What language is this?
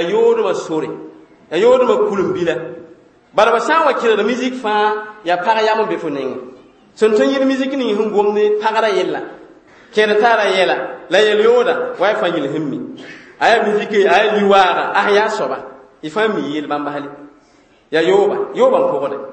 Mossi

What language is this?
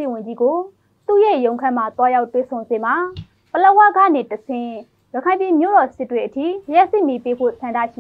Burmese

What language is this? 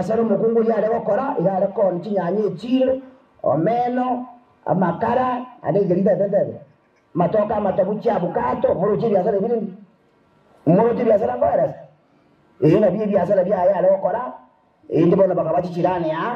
Gusii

